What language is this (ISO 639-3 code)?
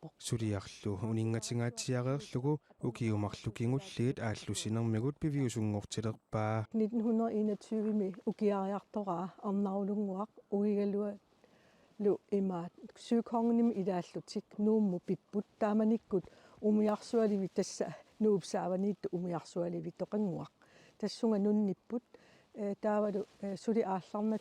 kal